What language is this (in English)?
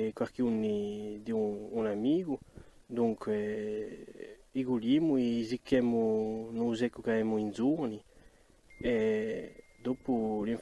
Corsican